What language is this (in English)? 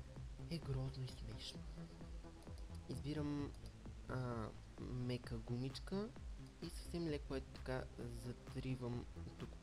Bulgarian